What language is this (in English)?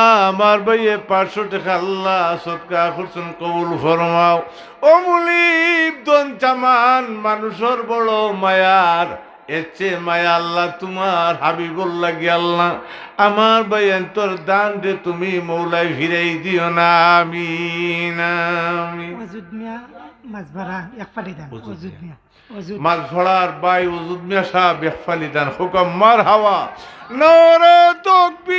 Sylheti